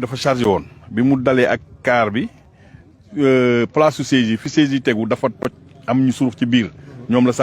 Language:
Wolof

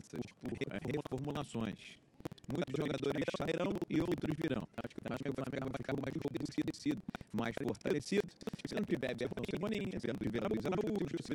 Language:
Portuguese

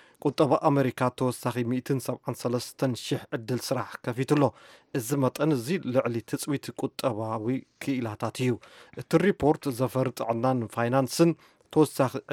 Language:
Tigrinya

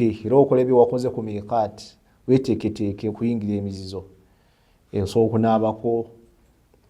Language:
Ganda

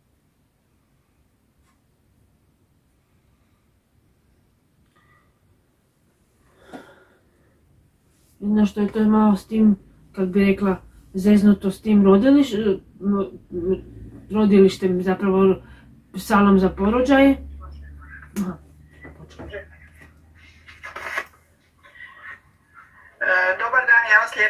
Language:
Croatian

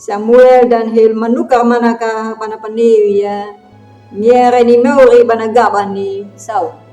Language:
Anakalangu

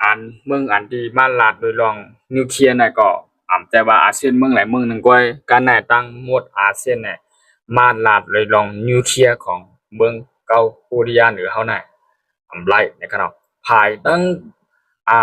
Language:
Shan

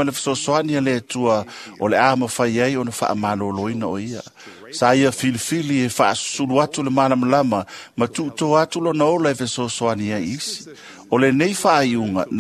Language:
Samoan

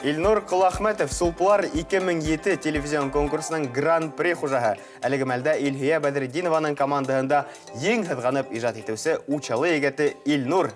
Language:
Bashkir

